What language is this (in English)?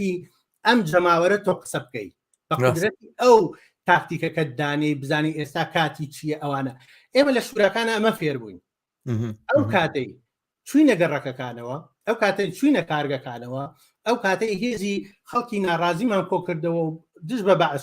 Central Kurdish